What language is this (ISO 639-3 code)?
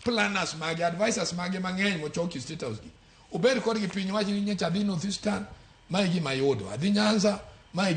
luo